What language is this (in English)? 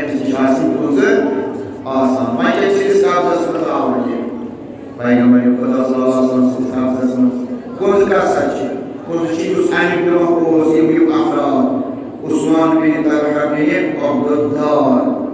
Kashmiri